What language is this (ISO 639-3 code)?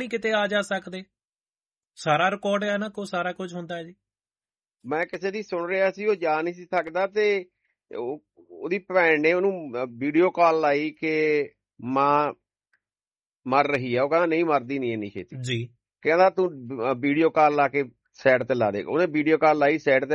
pan